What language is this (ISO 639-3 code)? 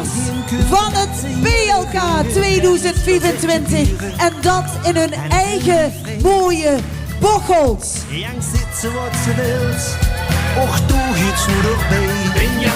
lim